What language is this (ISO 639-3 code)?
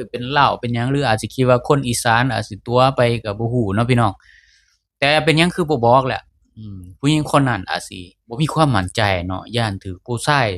lao